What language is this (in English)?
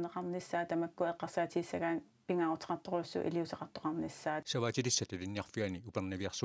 Kalaallisut